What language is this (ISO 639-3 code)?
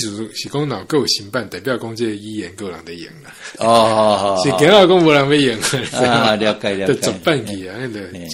nan